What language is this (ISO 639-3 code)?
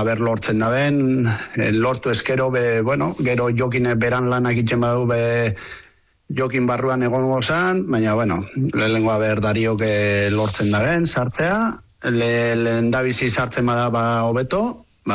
eus